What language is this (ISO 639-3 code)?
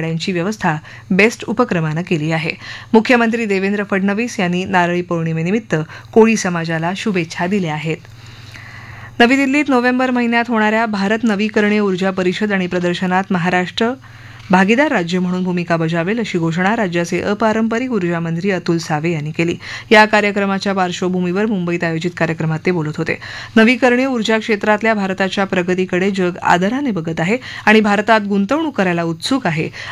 mar